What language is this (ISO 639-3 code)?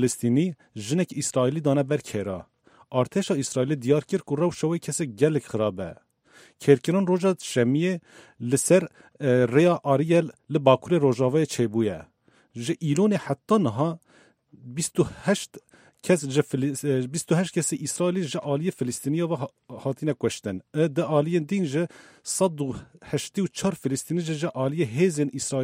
kur